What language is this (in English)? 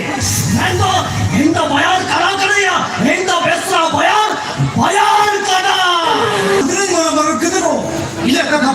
Santali